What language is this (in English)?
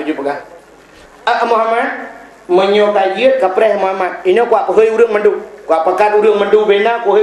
Achinese